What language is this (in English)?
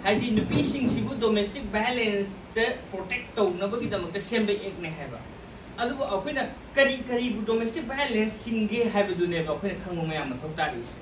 Manipuri